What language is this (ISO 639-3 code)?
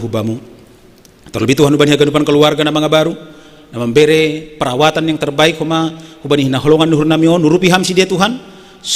bts